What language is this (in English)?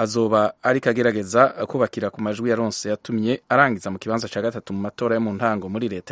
Rundi